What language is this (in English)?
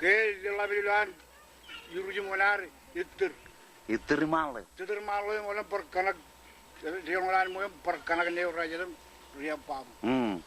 Marshallese